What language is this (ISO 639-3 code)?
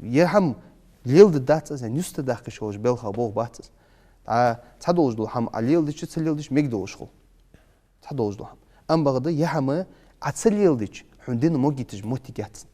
inh